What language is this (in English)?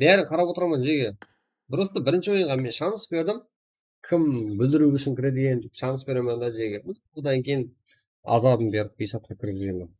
Kara-Kalpak